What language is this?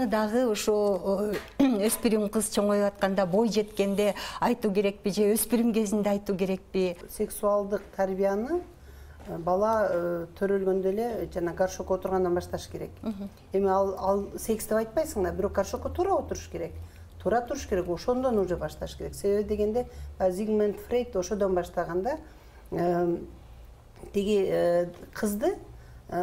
Kyrgyz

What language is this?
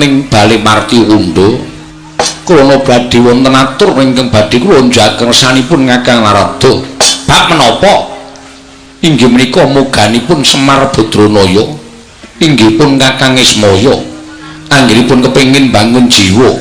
Javanese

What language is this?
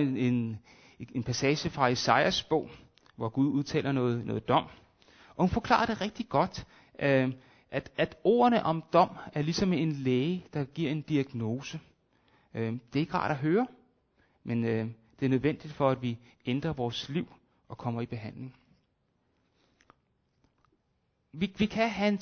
Danish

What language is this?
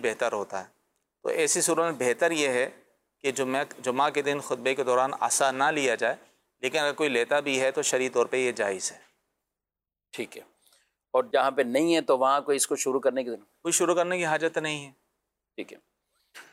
Urdu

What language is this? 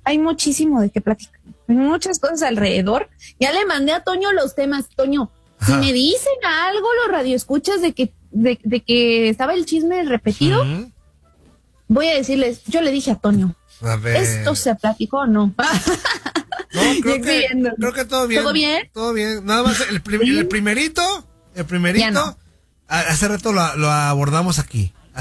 Spanish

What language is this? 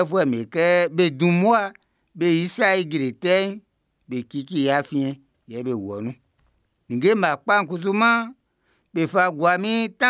Baoulé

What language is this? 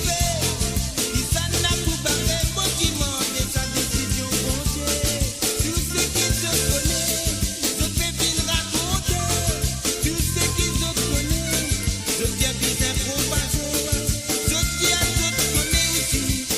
Morisyen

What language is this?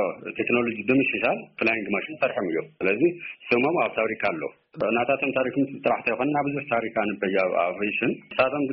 Tigrinya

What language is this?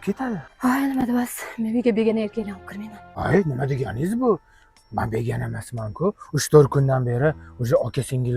Uzbek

